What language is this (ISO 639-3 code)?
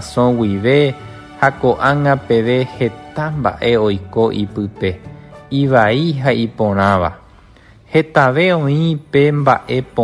grn